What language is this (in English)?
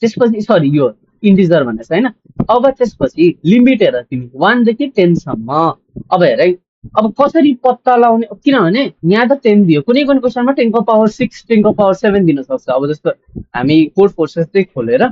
Nepali